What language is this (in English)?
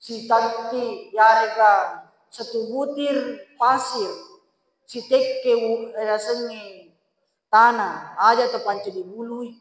Buginese